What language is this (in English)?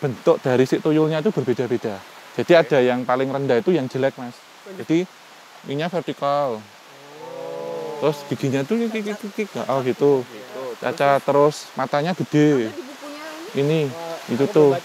Indonesian